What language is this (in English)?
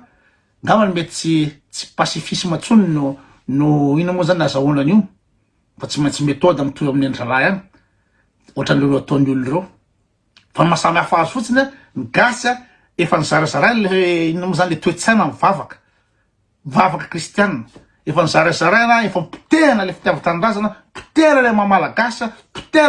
Malagasy